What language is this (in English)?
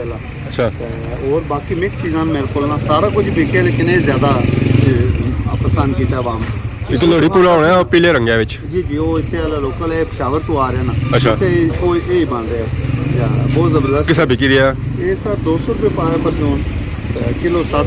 Pahari-Potwari